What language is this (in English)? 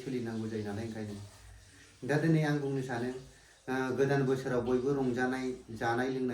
Bodo